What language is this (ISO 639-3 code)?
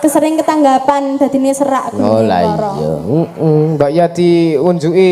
jav